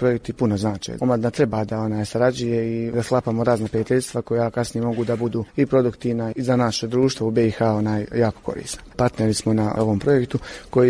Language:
Bosnian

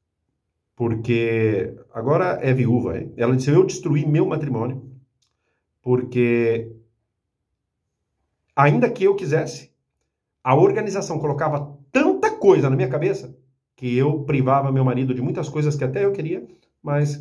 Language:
Portuguese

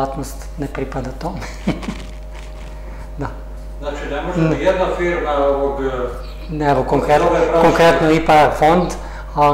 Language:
Serbian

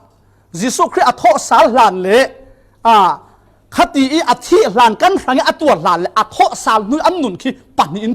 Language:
Falam Chin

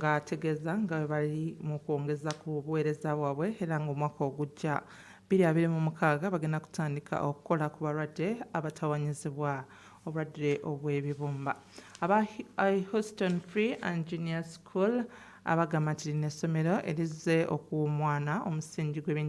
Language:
Ganda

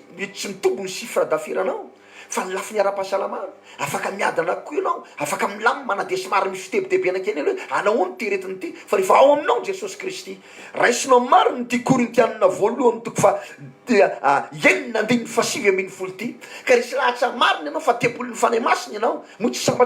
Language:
Malagasy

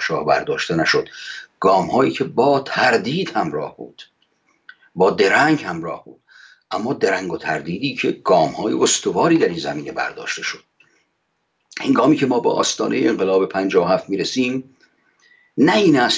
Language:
Persian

